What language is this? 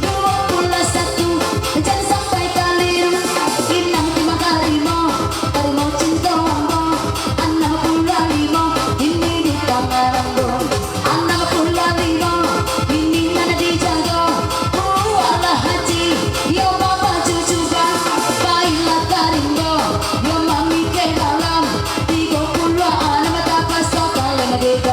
Minangkabau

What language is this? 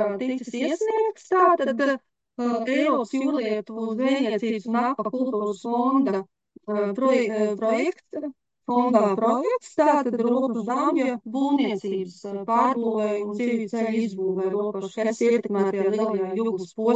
Latvian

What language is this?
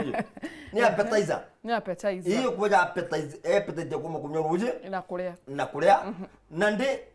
Meru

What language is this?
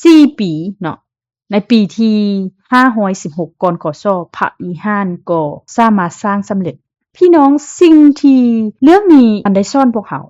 Lao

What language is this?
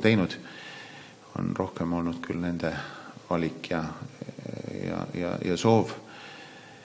Estonian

